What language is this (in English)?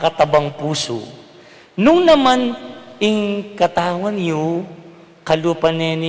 Pampanga